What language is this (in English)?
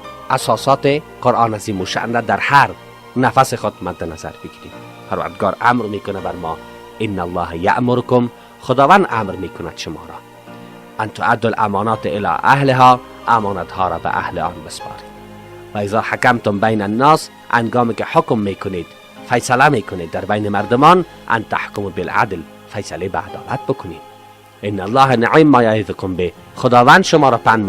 Persian